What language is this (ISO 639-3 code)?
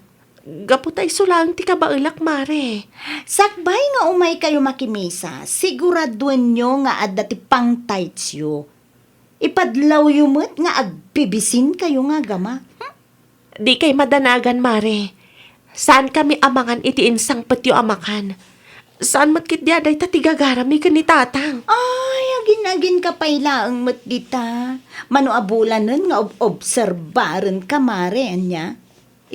ilo